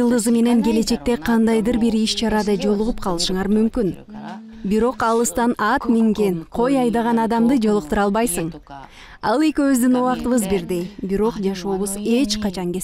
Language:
Kyrgyz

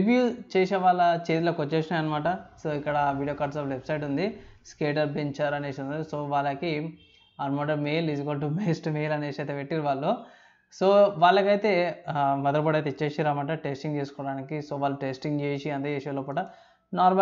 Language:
Telugu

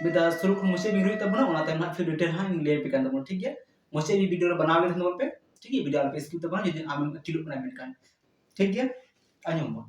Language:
Santali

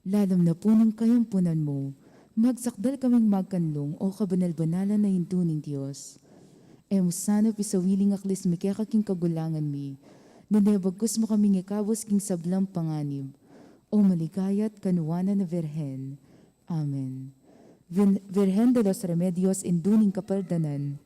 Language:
Pampanga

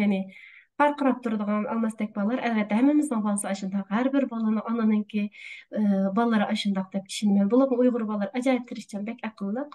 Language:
Uyghur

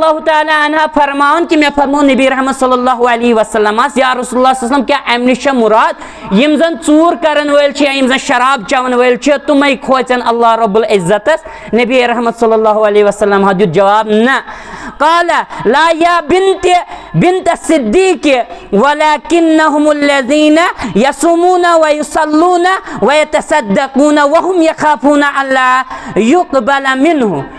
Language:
Kashmiri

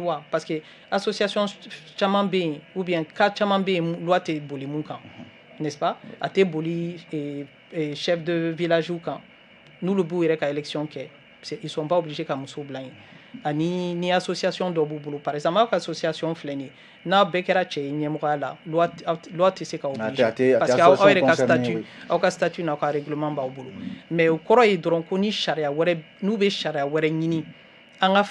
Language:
Bambara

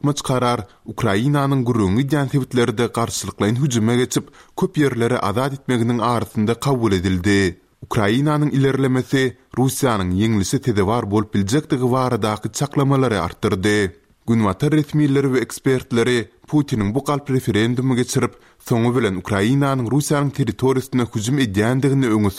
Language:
Turkmen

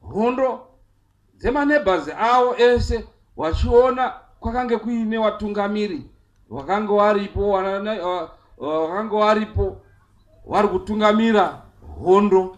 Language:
Shona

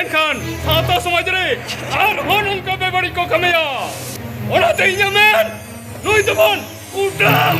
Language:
Santali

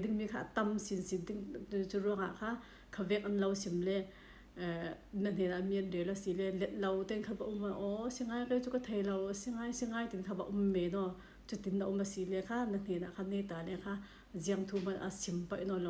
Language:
Falam Chin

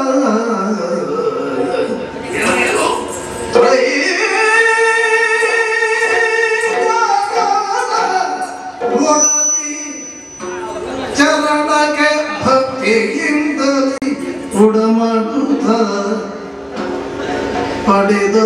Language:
Kannada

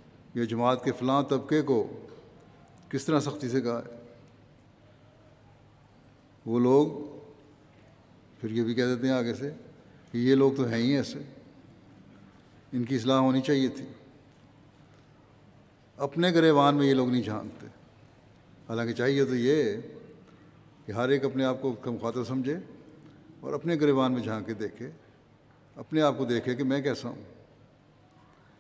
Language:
Urdu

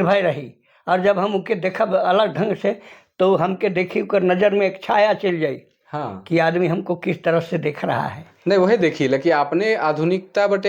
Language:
Sadri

